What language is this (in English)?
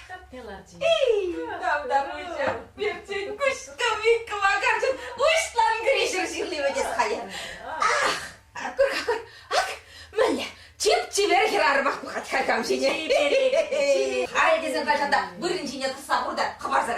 Chuvash